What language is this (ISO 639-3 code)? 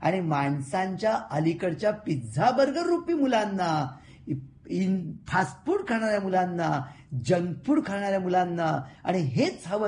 mar